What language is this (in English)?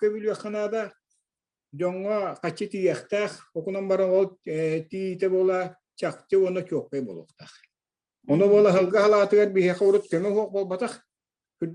Yakut